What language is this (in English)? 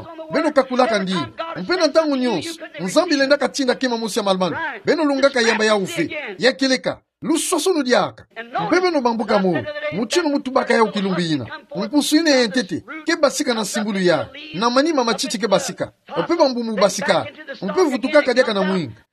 Kituba (Democratic Republic of Congo)